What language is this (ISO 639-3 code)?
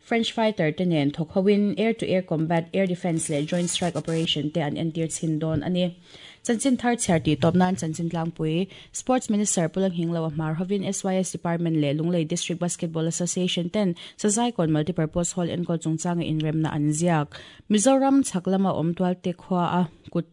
lus